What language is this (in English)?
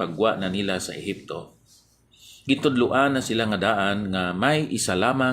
Hiligaynon